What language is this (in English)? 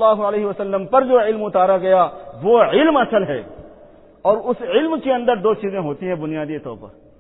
Urdu